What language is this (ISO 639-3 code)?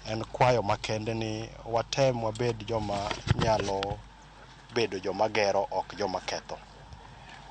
luo